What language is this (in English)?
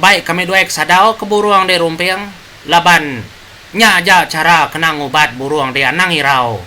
Iban